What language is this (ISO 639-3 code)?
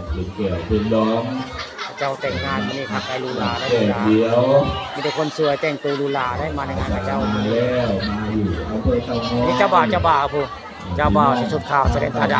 tts